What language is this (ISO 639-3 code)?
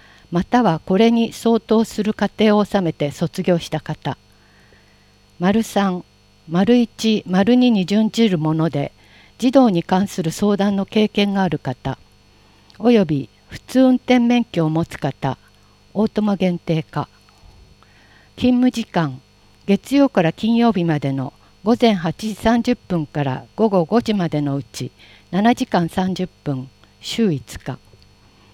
jpn